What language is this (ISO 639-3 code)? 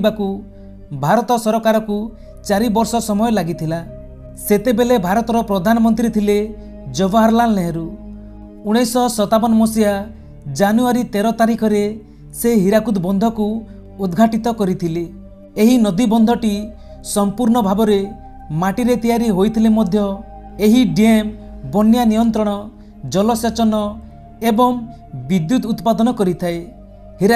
ori